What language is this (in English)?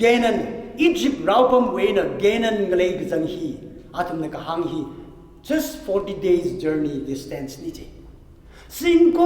Tangkhul Naga (India)